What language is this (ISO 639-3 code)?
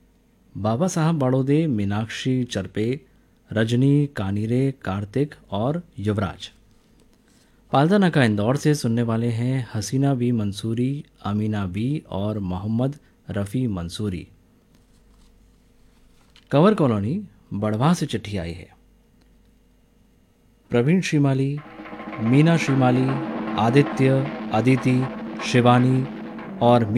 hin